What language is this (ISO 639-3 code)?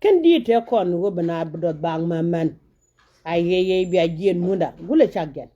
nus